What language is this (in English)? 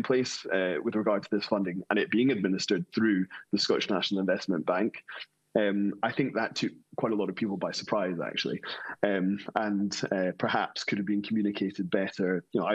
English